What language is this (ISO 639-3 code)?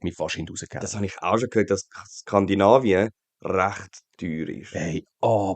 gsw